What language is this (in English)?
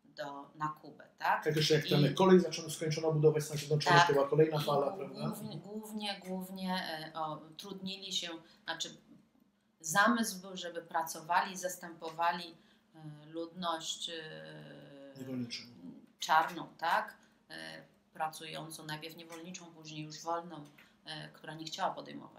Polish